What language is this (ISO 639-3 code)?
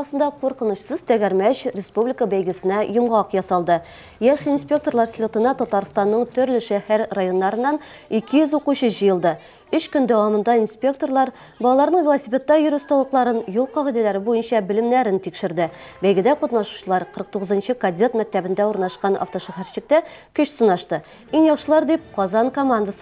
tat